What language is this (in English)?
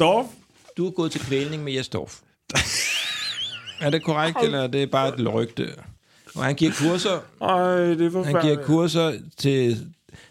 Danish